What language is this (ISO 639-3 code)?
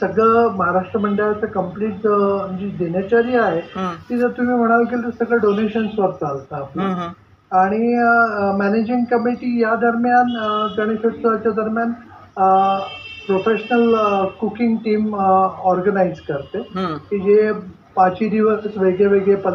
mar